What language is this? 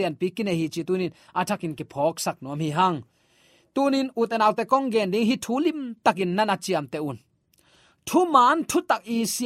Tedim Chin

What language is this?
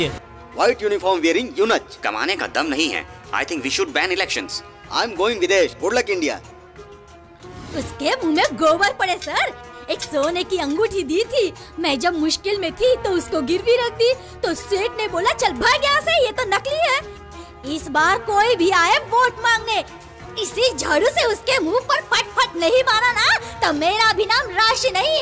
Hindi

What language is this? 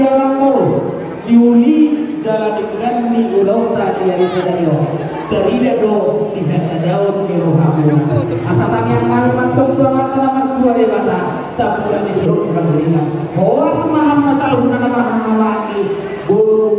Batak Toba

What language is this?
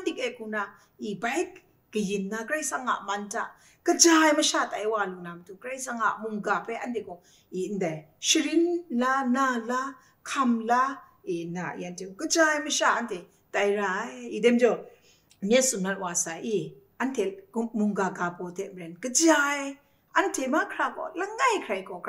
Kachin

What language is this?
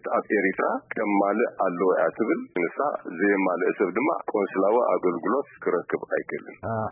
Tigrinya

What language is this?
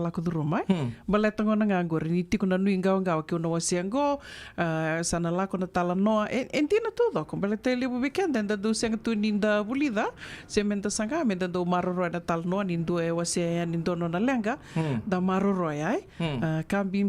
Fijian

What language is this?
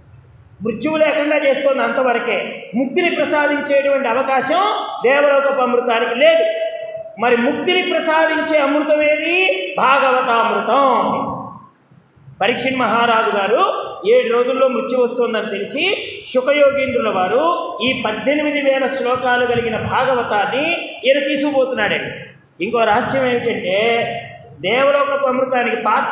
Telugu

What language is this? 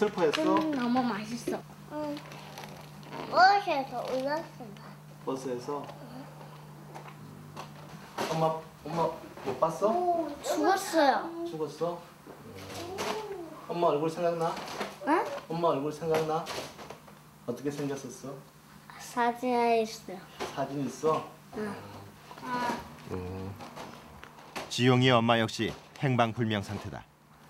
Korean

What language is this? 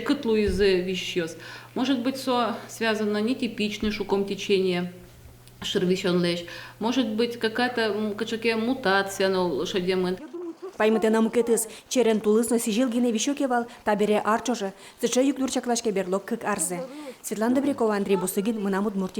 Udmurt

